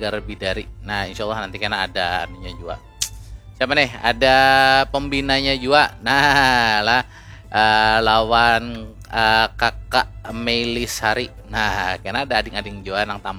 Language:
Banjar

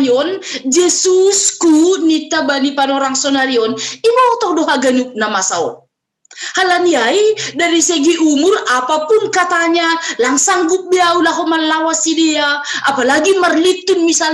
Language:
Batak Simalungun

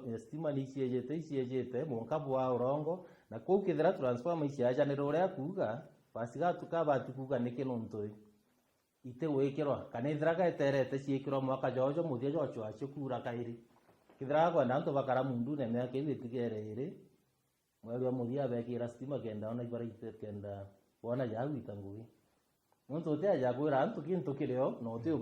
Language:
Meru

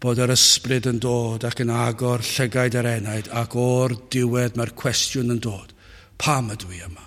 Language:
Welsh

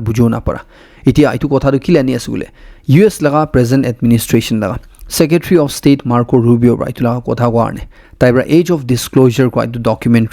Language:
Naga Pidgin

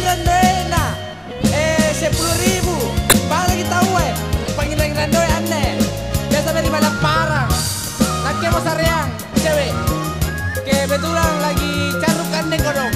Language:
Makasar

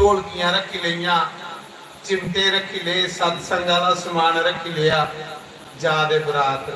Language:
Dogri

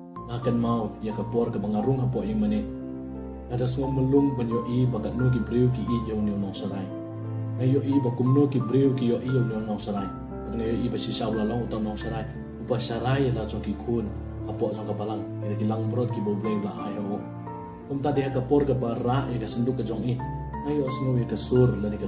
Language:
Khasi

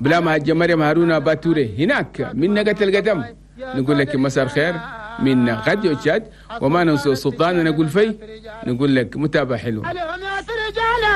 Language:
Chadian Arabic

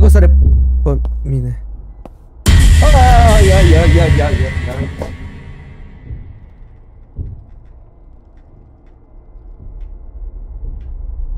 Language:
Romanian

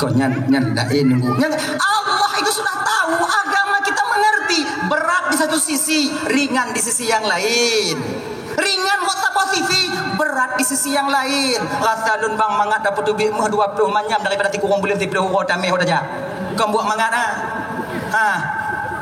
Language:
Achinese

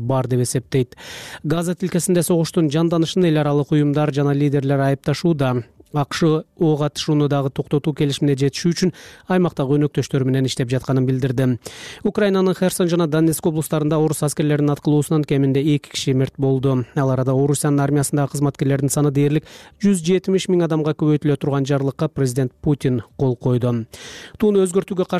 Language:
Kyrgyz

